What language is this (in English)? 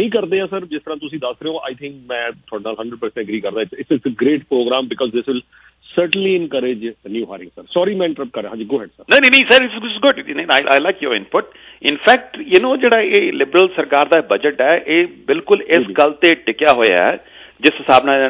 Punjabi